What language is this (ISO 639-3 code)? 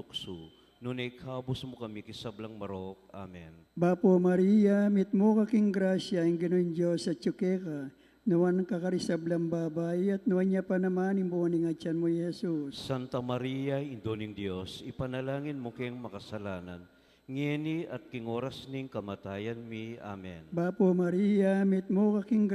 pam